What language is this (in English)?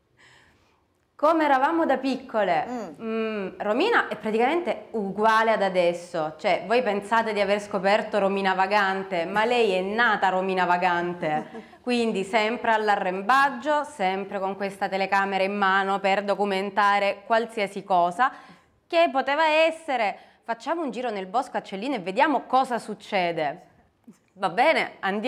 Italian